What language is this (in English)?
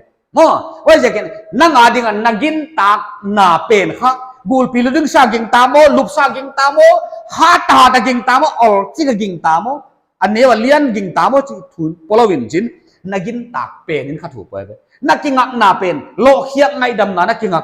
Paite Chin